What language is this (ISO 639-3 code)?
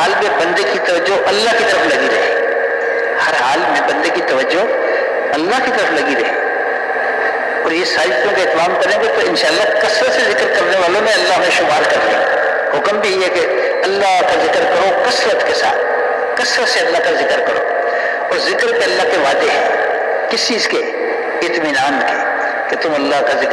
urd